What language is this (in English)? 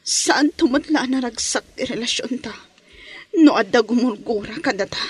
Iloko